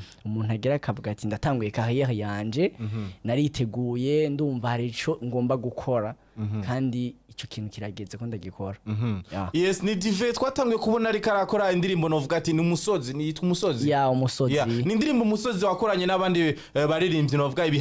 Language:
Rundi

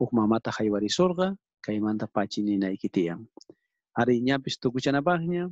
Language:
South Bolivian Quechua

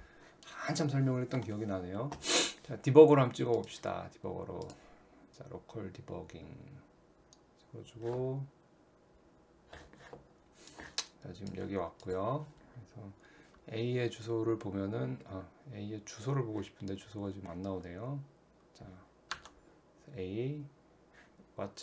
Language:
Korean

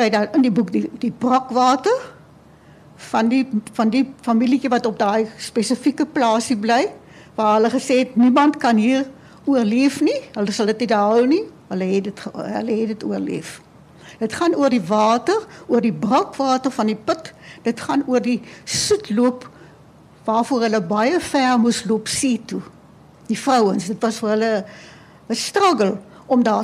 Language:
Afrikaans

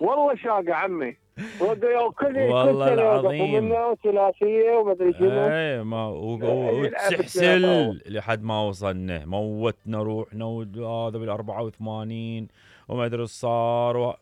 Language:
Mesopotamian Arabic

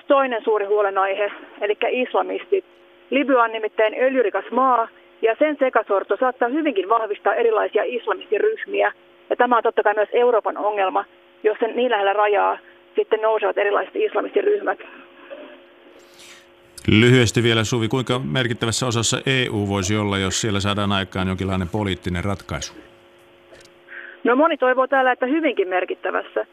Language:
Finnish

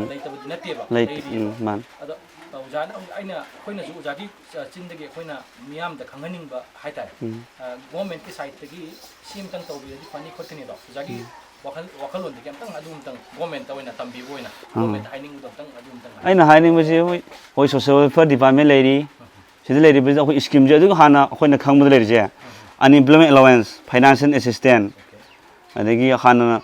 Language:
Manipuri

